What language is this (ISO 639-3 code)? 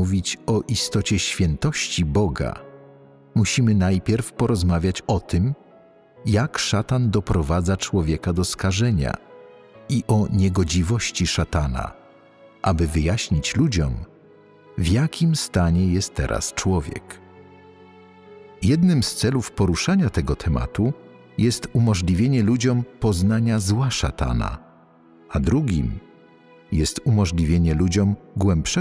pol